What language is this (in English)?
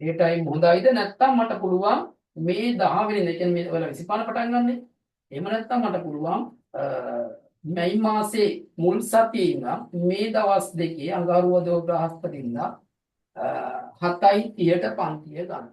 Sinhala